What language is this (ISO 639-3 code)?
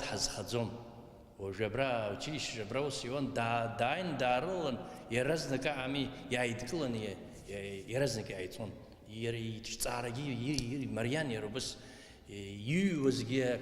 abk